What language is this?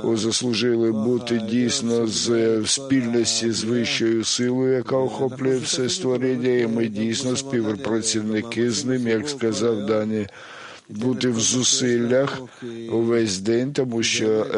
Ukrainian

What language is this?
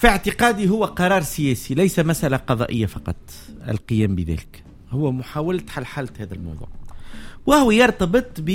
Tunisian Arabic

